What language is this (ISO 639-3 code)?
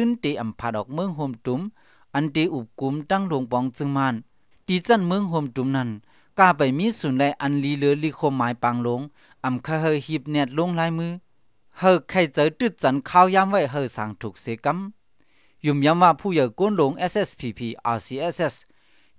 shn